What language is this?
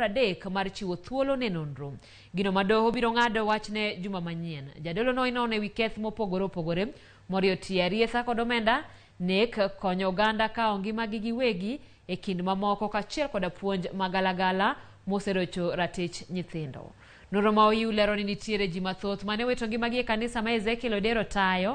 Luo (Kenya and Tanzania)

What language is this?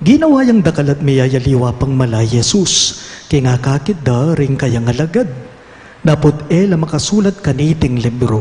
Pampanga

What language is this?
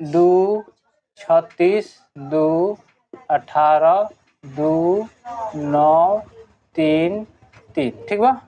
Bhojpuri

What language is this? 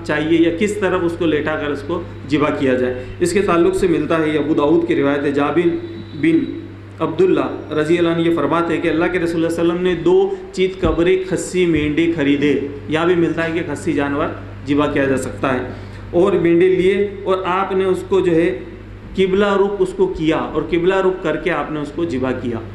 Urdu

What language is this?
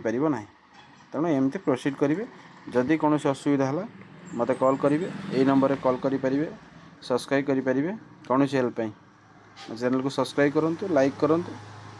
Odia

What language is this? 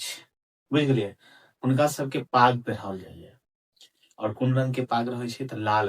Maithili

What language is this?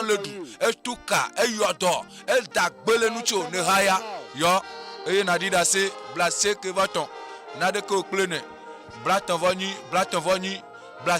Ewe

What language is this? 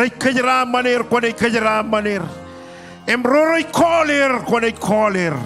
Marshallese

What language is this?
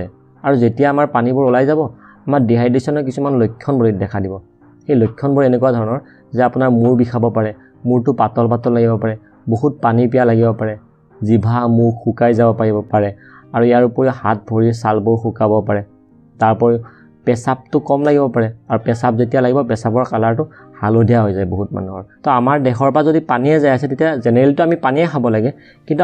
Assamese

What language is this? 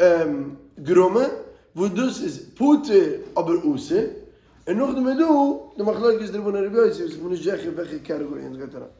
Yiddish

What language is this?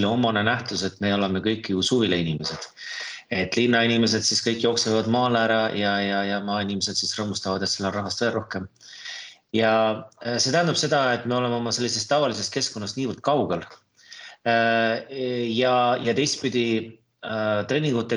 Estonian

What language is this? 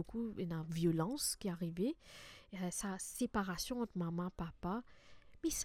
Morisyen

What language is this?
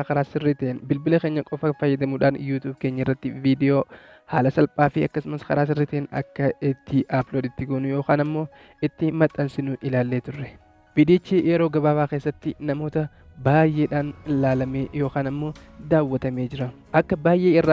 Oromo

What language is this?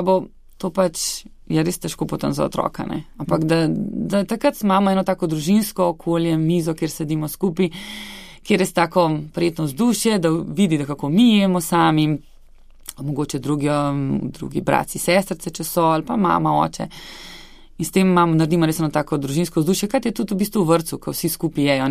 Slovenian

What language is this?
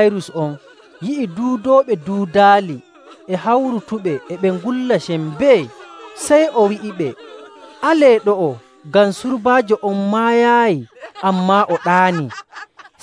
Nigerian Fulfulde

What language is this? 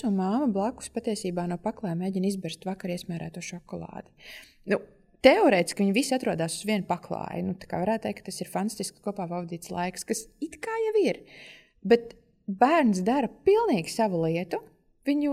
Latvian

